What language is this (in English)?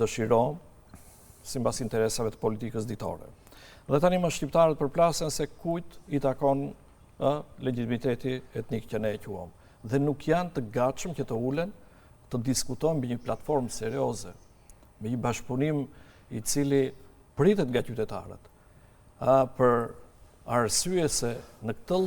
Albanian